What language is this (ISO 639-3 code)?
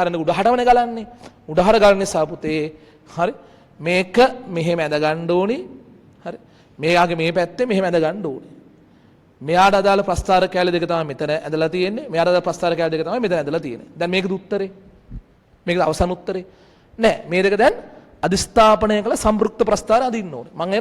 sin